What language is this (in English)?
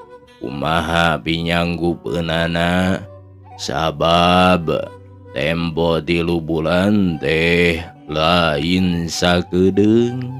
Sundanese